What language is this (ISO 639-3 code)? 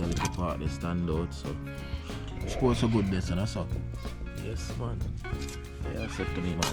jam